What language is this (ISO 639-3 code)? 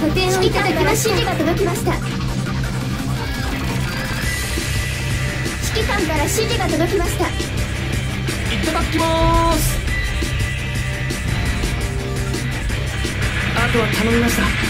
jpn